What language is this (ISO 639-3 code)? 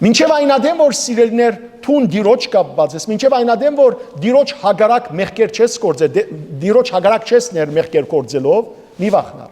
hyw